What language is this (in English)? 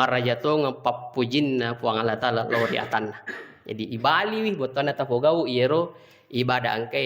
Buginese